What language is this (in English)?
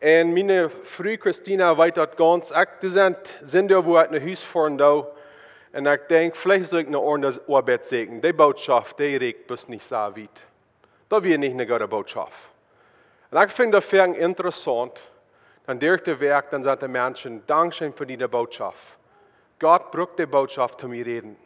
Plautdietsch